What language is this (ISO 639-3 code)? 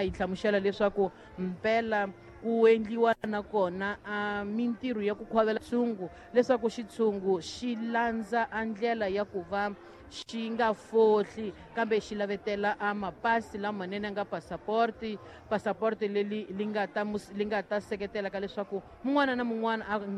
tso